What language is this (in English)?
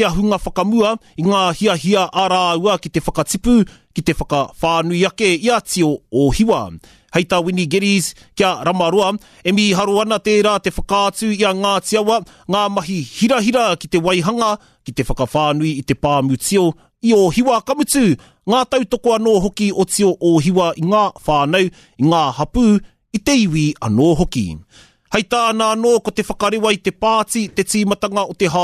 Māori